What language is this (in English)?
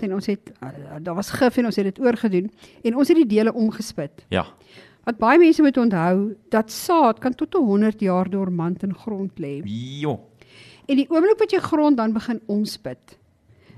Afrikaans